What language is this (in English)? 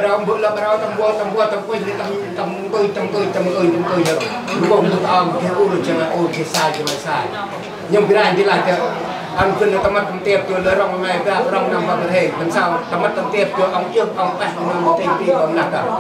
Central Mnong